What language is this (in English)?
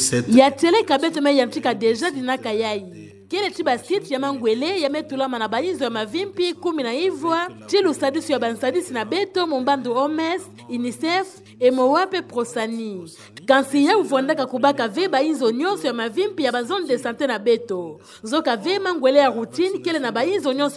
Kituba (Democratic Republic of Congo)